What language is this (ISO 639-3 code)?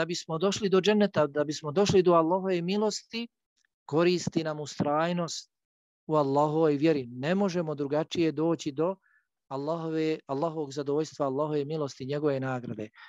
bos